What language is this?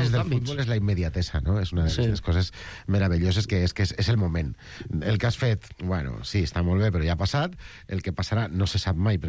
Catalan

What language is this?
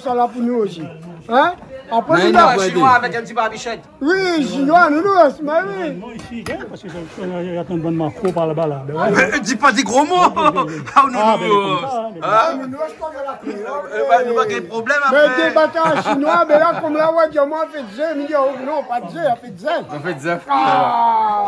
Réunion Creole French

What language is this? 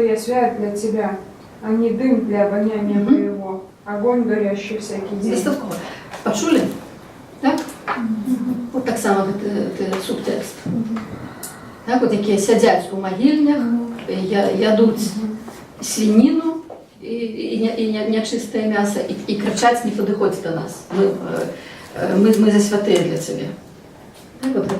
Belarusian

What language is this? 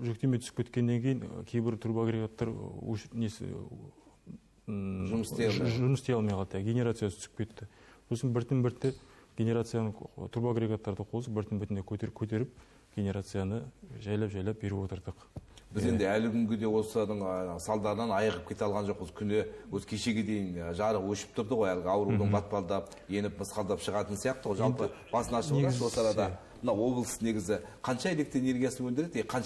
Kazakh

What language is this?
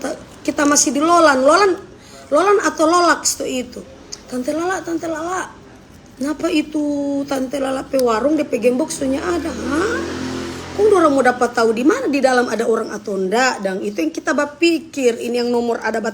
Manado Malay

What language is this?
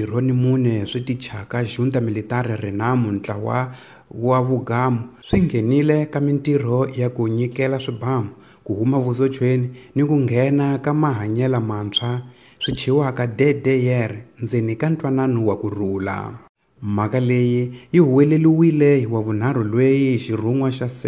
Tsonga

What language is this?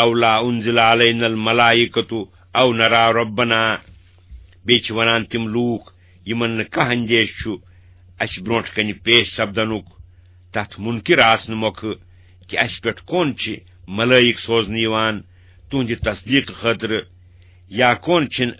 Kashmiri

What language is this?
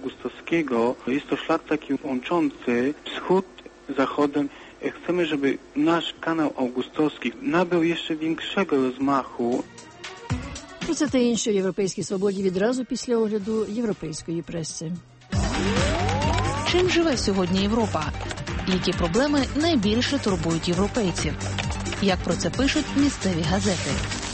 Ukrainian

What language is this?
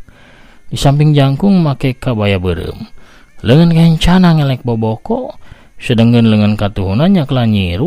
Sundanese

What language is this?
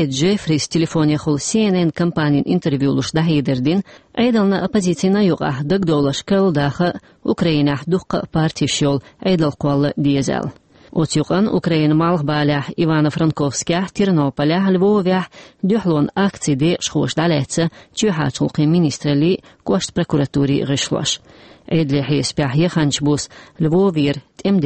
Chechen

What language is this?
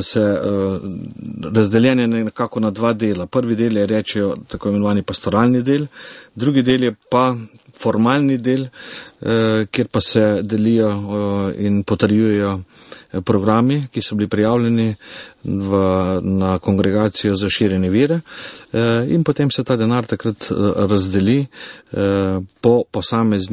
Slovenian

